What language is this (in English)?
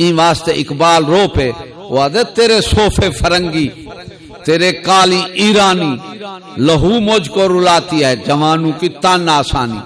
Saraiki